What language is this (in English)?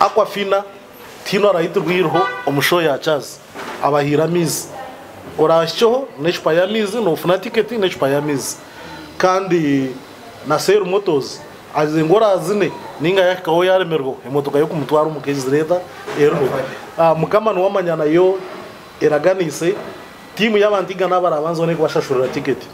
Nyankole